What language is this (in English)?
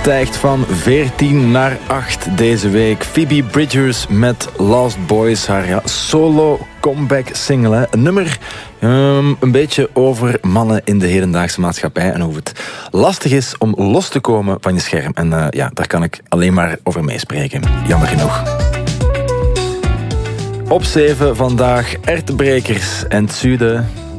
Dutch